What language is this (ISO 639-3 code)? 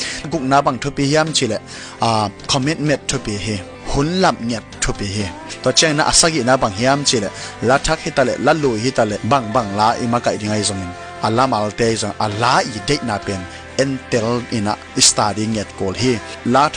ctd